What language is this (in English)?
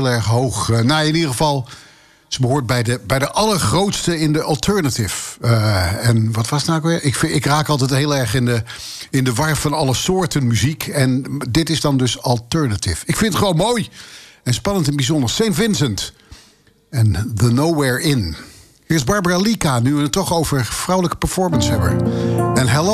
Dutch